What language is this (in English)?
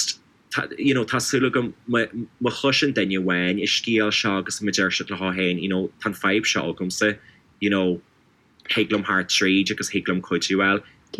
Irish